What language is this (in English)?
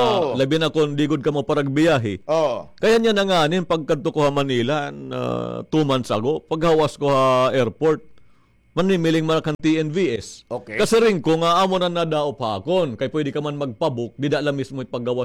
Waray